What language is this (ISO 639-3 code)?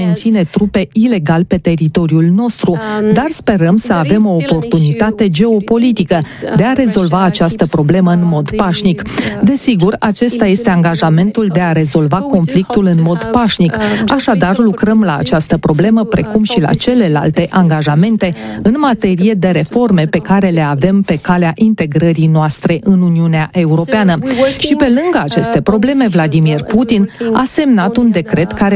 ron